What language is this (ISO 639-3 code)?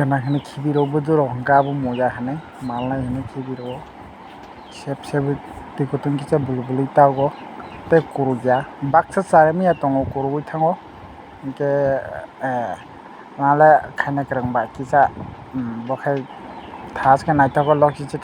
trp